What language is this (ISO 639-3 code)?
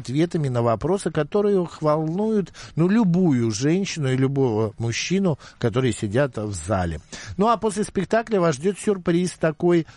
rus